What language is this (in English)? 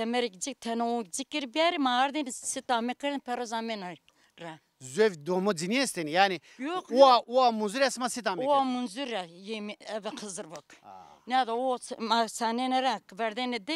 Zaza